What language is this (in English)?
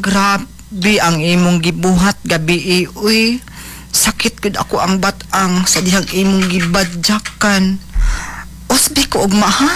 Cebuano